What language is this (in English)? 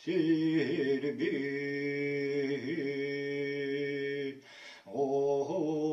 Yakut